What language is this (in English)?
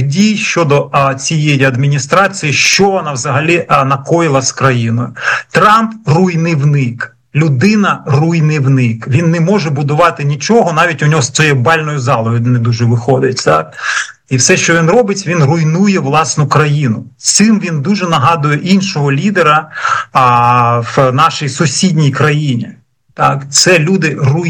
Ukrainian